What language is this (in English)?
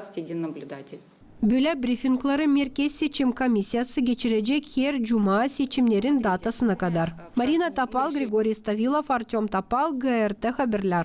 Gagauz